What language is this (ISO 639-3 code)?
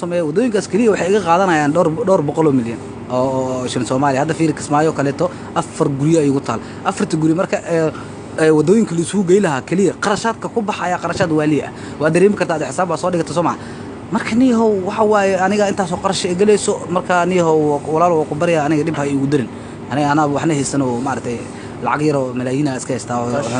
som